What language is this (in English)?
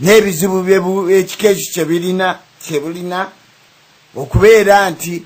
Ganda